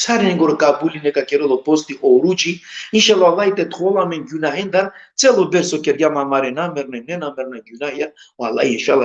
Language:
Balkan Romani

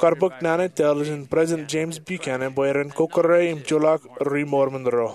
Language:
Marshallese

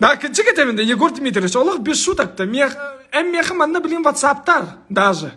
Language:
Yakut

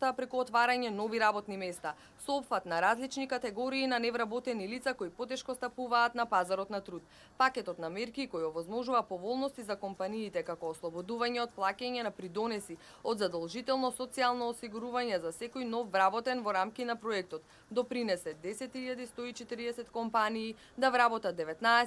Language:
Macedonian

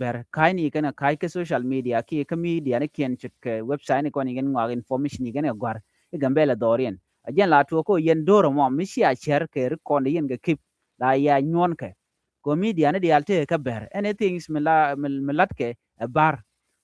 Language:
Nuer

